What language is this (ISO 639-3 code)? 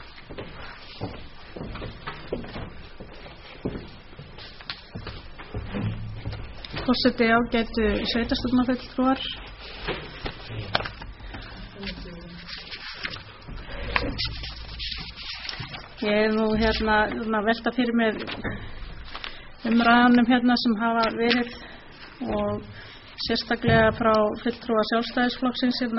isl